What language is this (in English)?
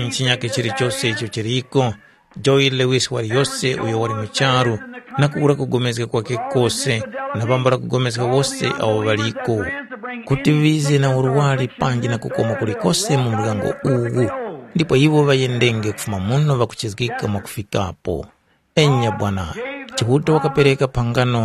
Tumbuka